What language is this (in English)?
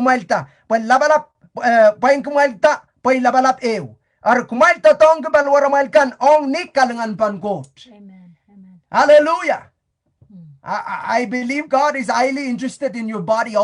Pohnpeian